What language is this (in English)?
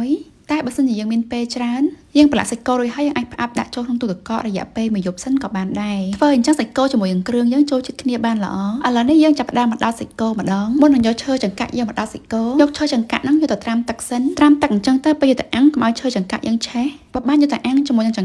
Khmer